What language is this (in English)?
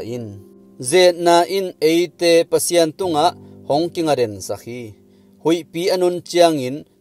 Tedim Chin